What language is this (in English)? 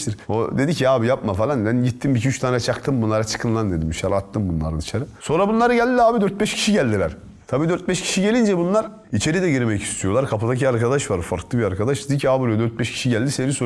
Turkish